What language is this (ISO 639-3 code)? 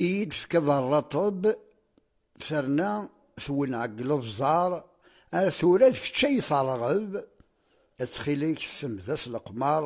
kab